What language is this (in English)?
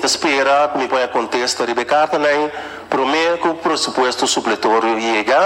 Papiamento